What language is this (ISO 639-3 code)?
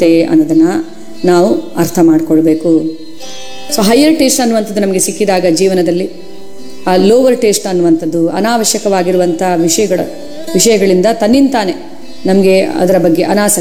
kan